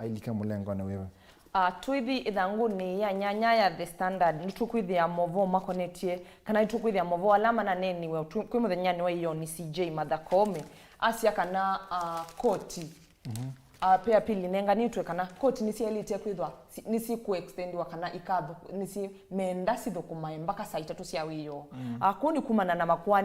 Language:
Kamba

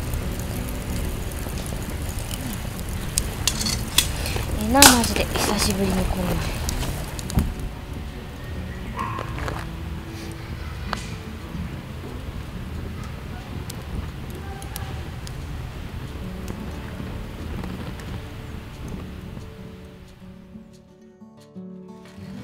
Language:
Japanese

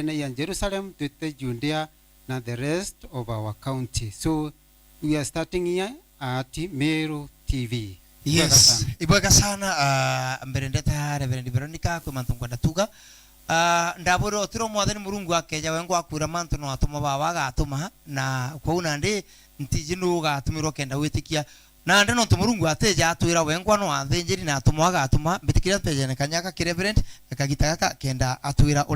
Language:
Meru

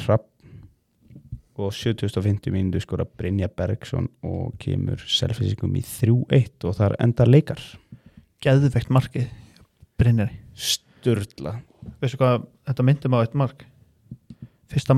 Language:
Icelandic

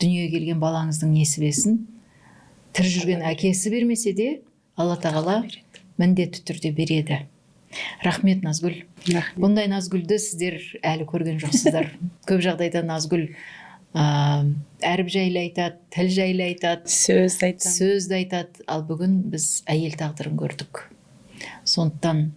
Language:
Kazakh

